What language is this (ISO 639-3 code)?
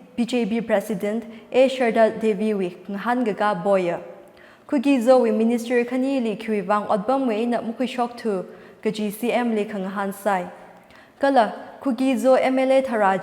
nmf